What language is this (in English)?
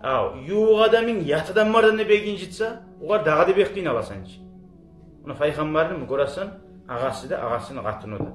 Kumyk